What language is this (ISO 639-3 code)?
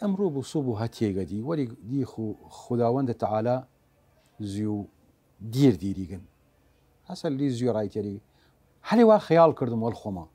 sdh